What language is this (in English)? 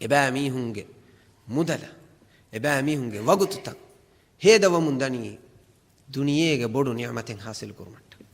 Divehi